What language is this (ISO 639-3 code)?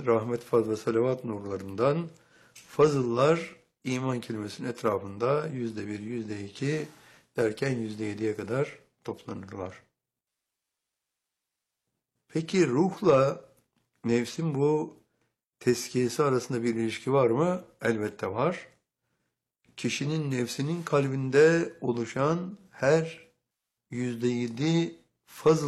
tur